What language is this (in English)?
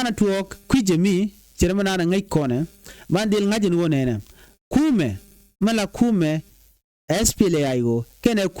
Nuer